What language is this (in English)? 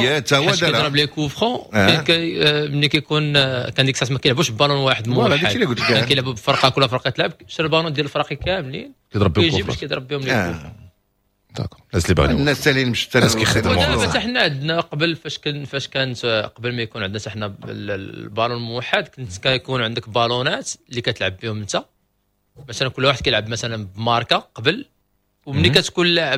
Moroccan Arabic